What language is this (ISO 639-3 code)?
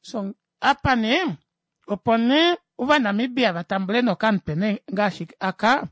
kua